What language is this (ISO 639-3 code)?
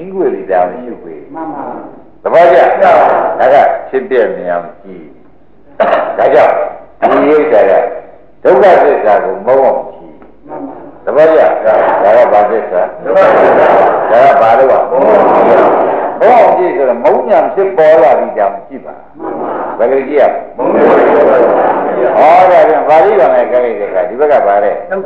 mya